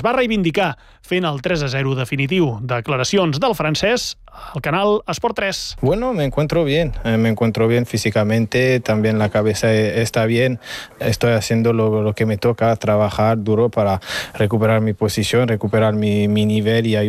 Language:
Catalan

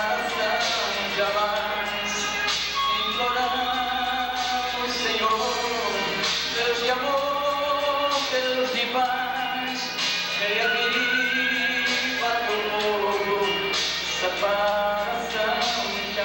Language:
Portuguese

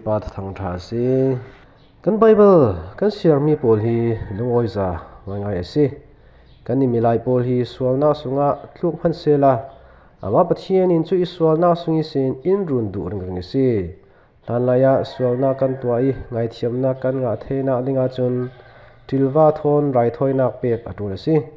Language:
Falam Chin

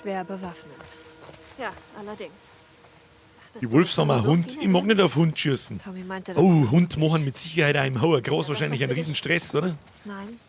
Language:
Bavarian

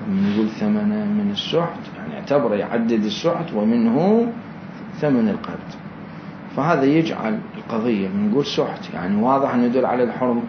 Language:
Mesopotamian Arabic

